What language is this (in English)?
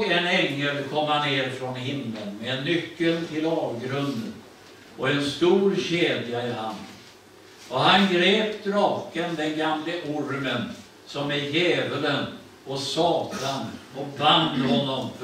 Swedish